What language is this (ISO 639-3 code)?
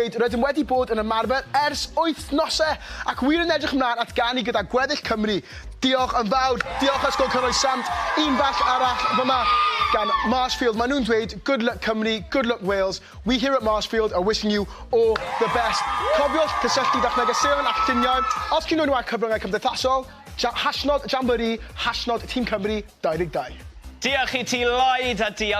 cym